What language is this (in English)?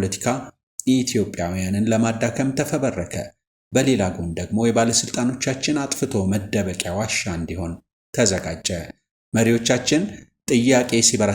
Amharic